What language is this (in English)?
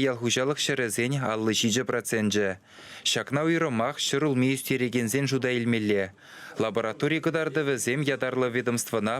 Chuvash